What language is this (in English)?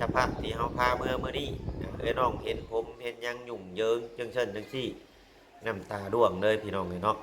Lao